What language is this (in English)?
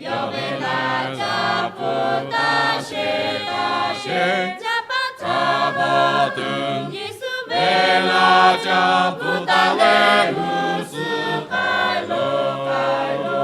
Lahu